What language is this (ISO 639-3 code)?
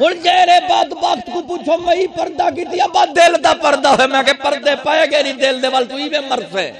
skr